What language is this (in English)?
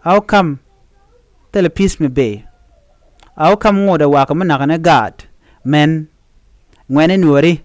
Nuer